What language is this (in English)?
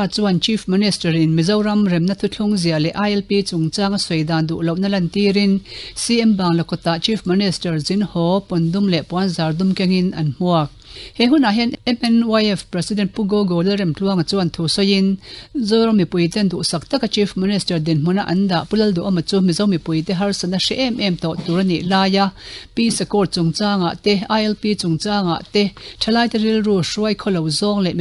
Mizo